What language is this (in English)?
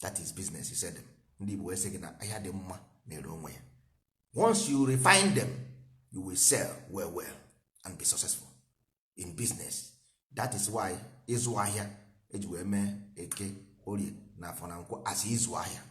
Igbo